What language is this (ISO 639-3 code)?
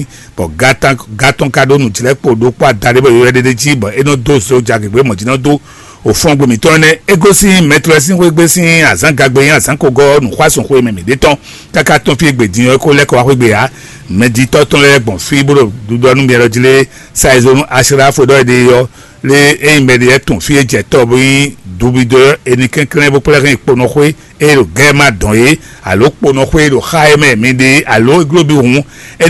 fon